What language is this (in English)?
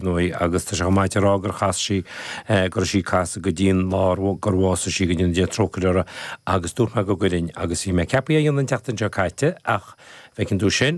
Irish